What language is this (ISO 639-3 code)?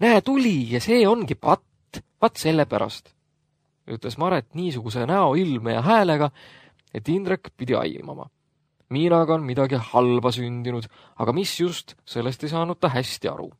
est